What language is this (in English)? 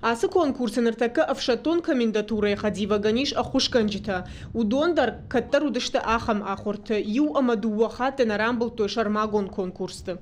Ossetic